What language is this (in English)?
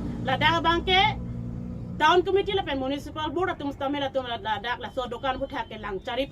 Karbi